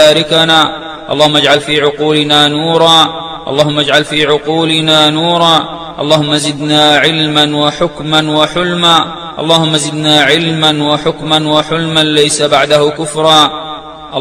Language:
Arabic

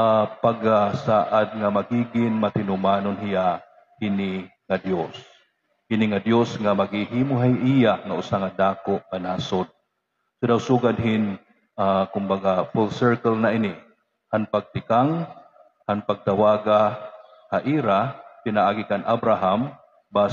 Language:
Waray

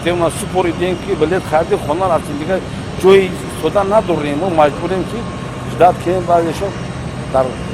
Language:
Tajik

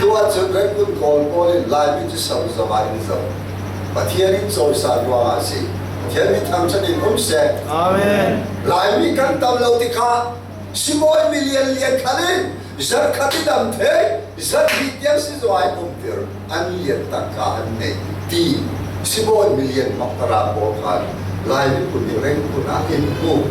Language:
Falam Chin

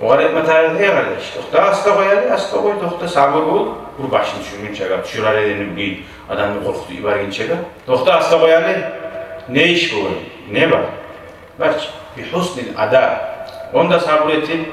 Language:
Kumyk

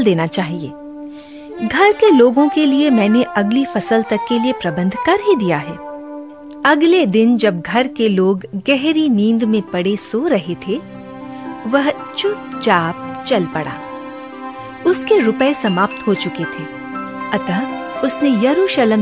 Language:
Hindi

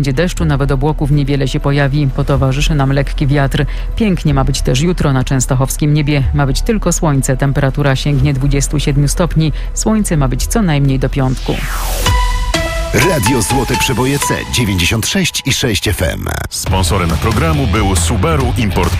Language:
Polish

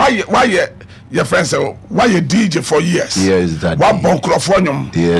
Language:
Akan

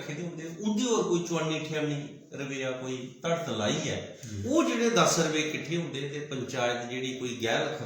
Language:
Dogri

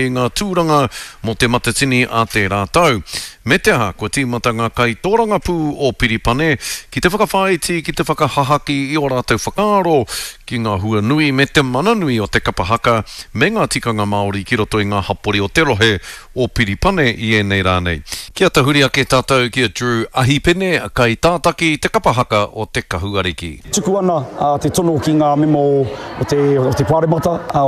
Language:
Māori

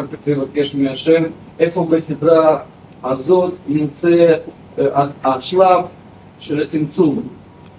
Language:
Hebrew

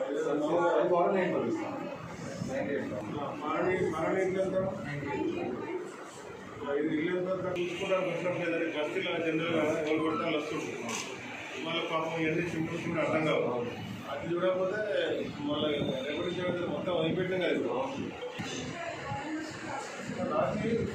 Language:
Telugu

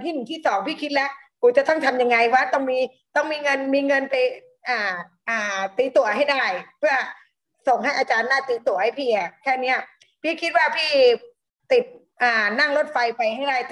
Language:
Thai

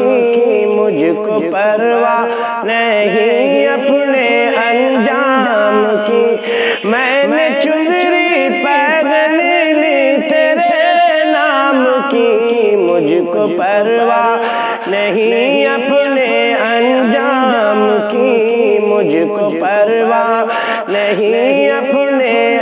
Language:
Urdu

